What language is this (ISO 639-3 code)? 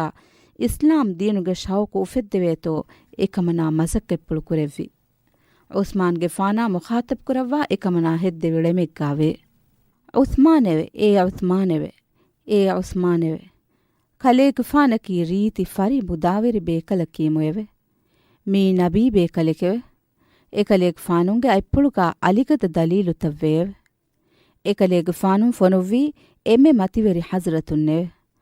div